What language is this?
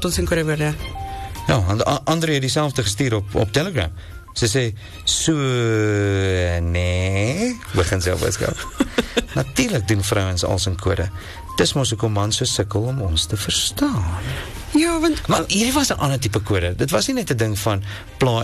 Afrikaans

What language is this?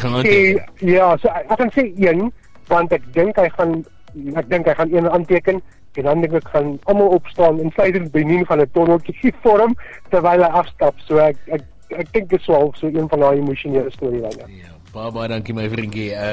Afrikaans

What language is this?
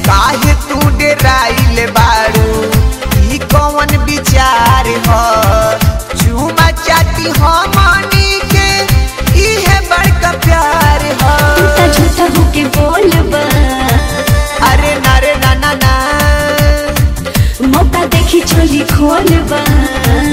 Bhojpuri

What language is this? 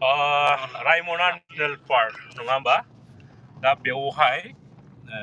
Bodo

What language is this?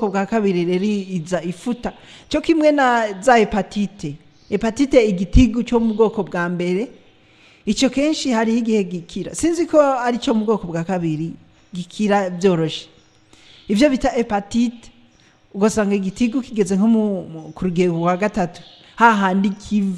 Rundi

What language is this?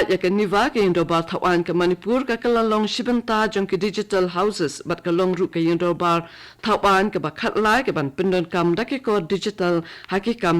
Khasi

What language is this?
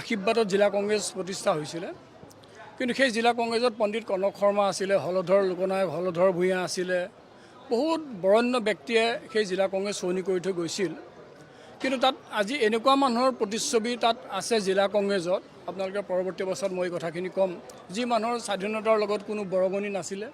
Assamese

